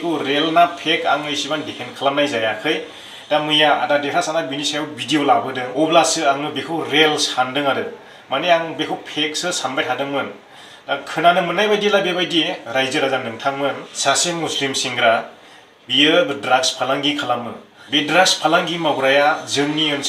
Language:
Bodo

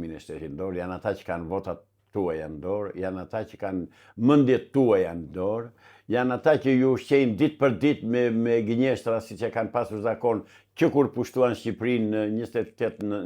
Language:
Albanian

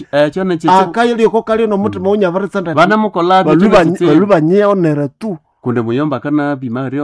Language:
Nande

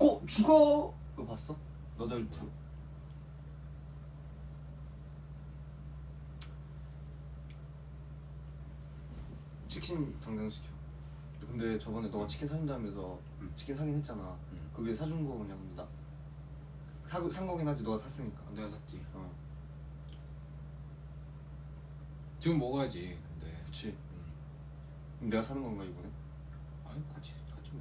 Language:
Korean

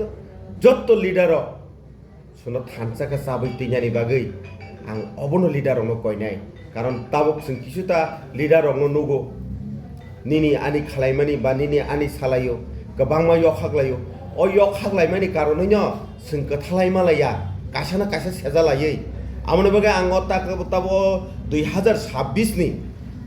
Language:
Kok Borok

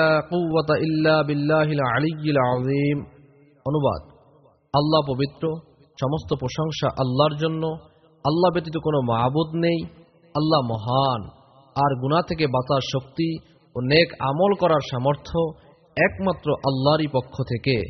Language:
Bangla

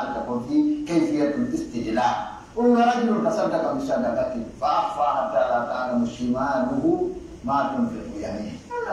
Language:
Pular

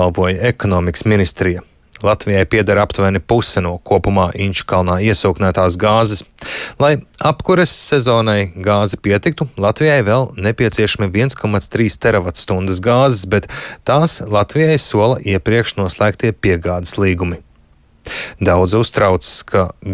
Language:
Latvian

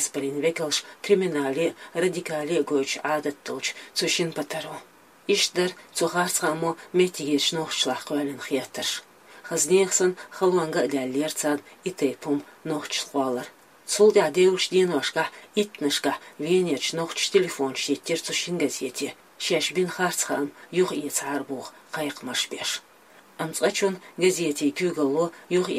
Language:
Chechen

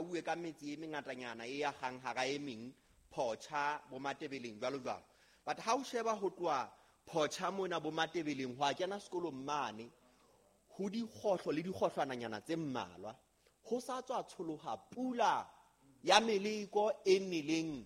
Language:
Southern Sotho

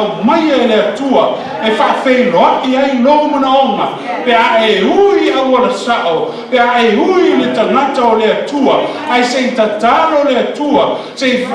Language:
Samoan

